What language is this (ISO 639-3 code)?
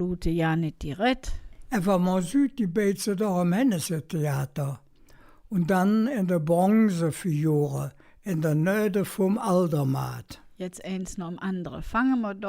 ksh